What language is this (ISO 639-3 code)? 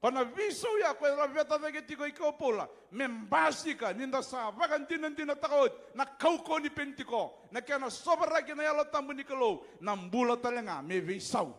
fij